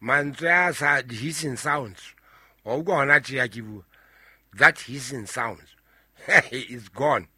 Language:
Southern Sotho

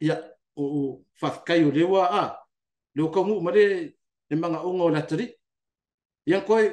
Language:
Samoan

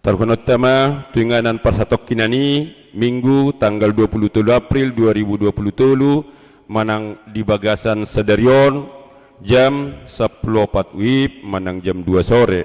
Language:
Batak Toba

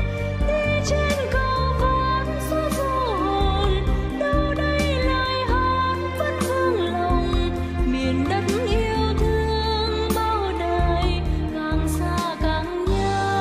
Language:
Vietnamese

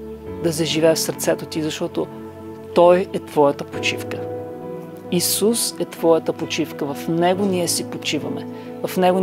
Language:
Bulgarian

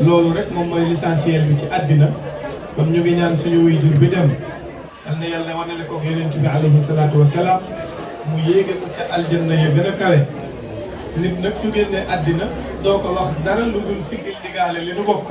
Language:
Wolof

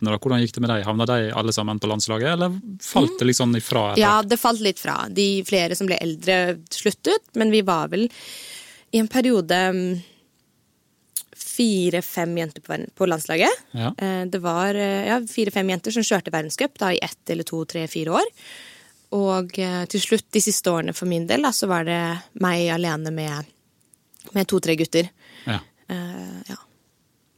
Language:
Norwegian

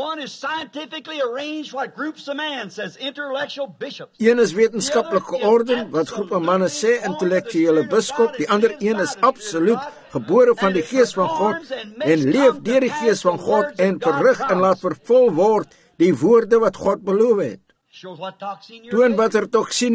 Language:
Afrikaans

